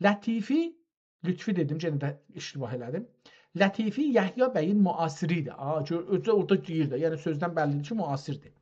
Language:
South Azerbaijani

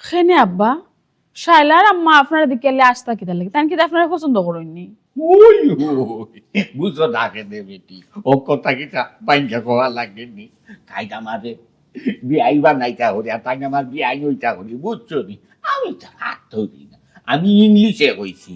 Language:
Sylheti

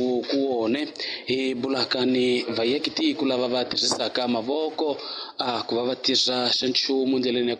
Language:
Tsonga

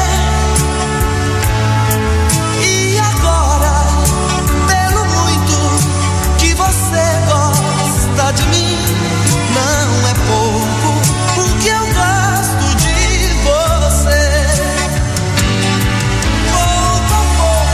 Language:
Portuguese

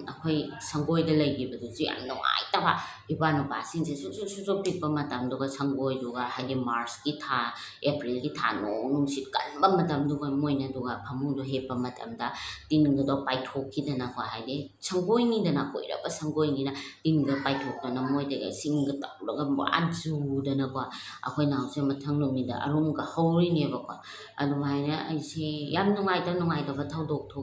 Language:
Manipuri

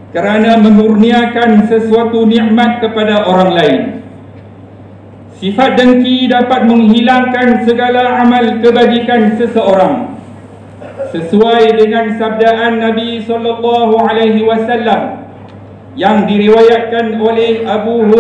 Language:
Malay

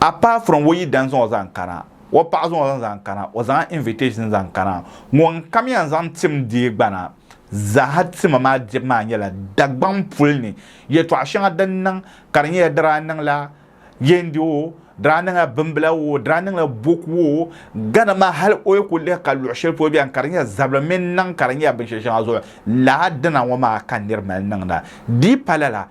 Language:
Dagbani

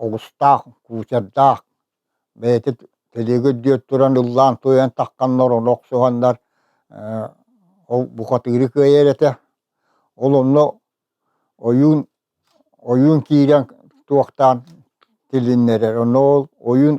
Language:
Yakut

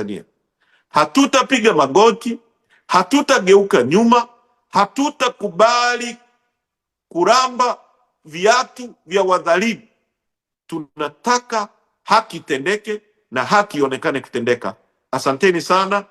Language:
Swahili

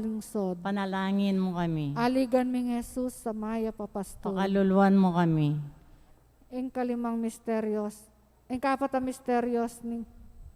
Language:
Pampanga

